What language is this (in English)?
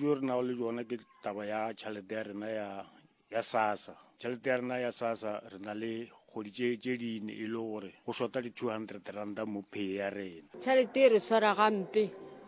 Northern Sotho